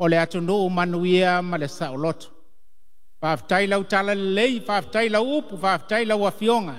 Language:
Samoan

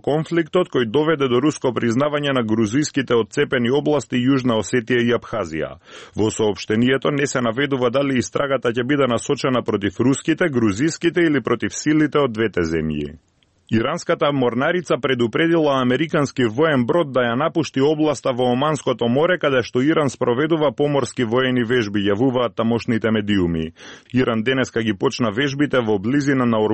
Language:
Macedonian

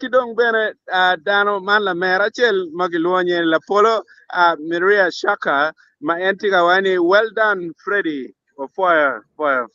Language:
Acoli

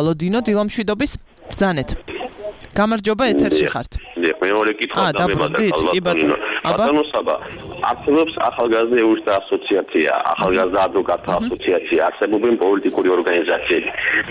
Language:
Georgian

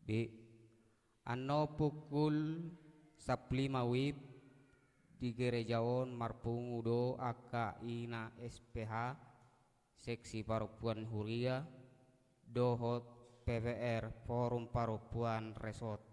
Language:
Batak Toba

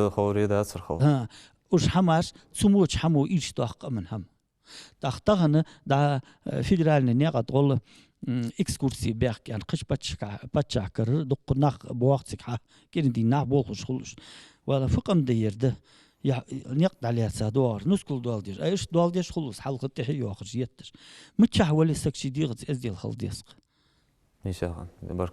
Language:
Ingush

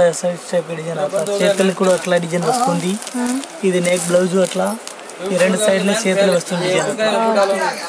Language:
Telugu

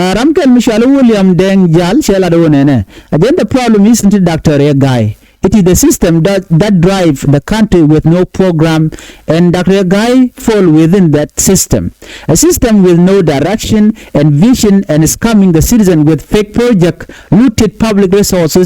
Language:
Nuer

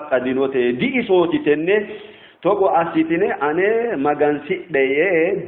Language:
Sidamo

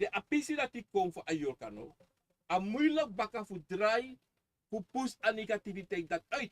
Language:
Sranan Tongo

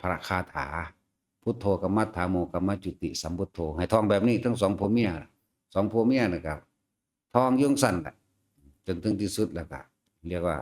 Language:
Northeastern Thai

